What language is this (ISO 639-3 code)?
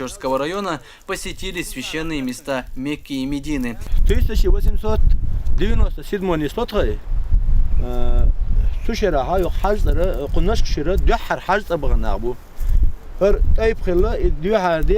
che